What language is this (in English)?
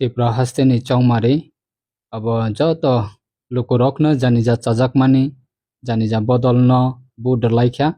Kok Borok